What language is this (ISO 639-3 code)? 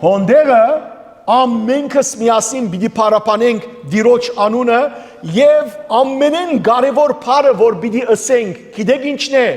hyw